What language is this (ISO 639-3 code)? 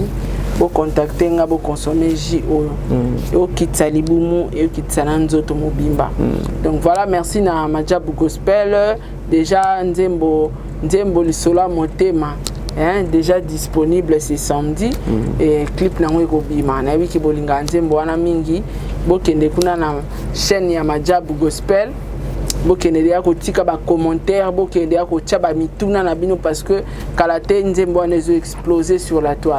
lin